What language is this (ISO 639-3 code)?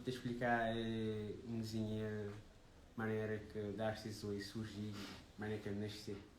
kea